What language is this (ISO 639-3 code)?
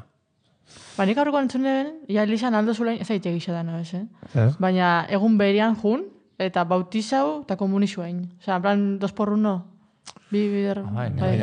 eus